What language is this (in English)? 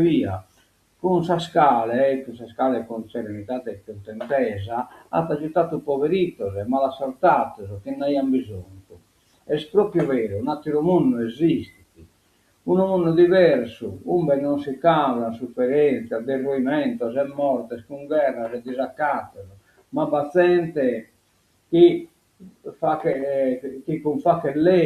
Sardinian